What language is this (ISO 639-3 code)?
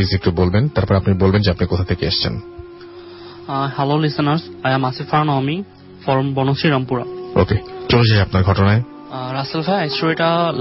ben